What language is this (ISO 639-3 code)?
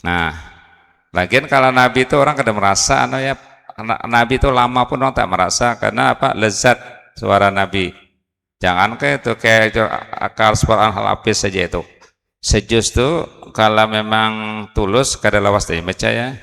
bjn